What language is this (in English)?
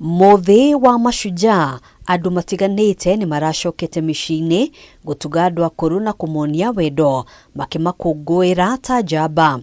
Kikuyu